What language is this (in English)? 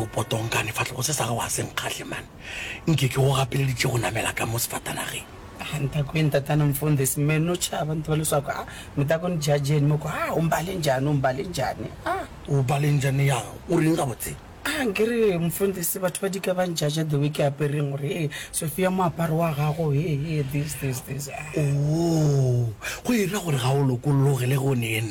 Northern Sotho